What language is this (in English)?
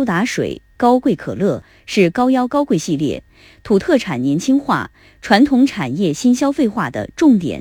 Chinese